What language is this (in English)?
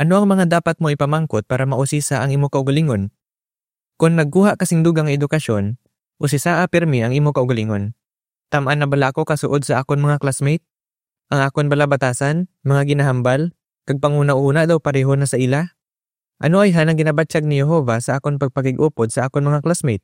Hiligaynon